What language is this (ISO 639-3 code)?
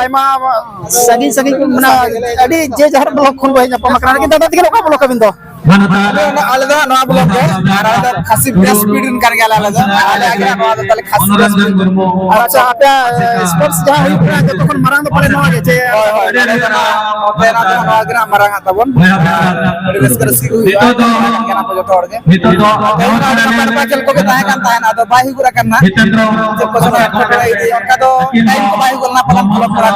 sat